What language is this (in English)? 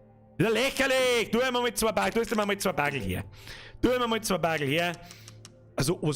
Bavarian